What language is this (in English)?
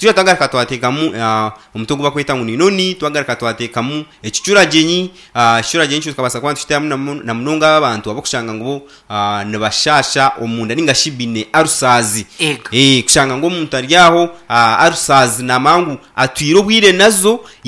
Nyankole